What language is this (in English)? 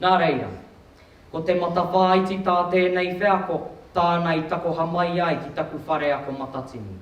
Māori